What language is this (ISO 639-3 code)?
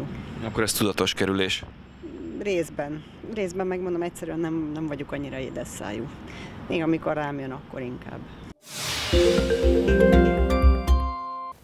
hun